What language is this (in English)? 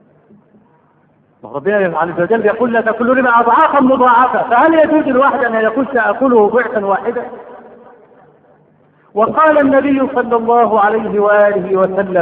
Arabic